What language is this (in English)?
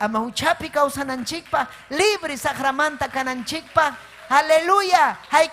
Ayacucho Quechua